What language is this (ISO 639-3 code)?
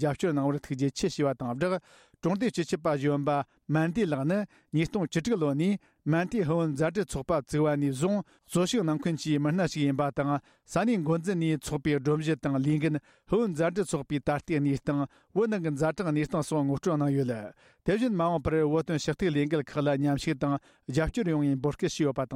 bod